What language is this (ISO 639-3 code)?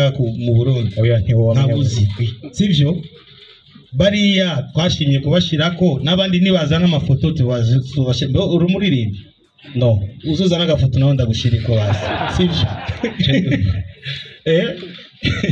run